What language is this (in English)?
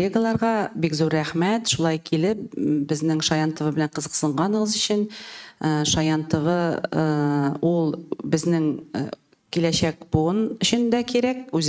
Tatar